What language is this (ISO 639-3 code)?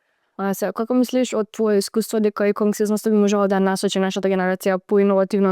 mkd